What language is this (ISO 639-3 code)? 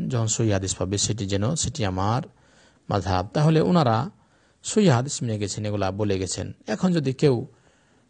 ben